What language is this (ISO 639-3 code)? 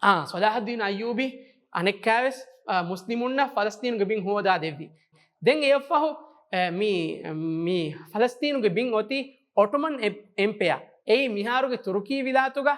div